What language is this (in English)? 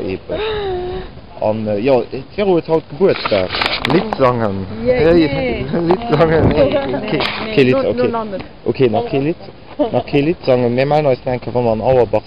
Luxembourgish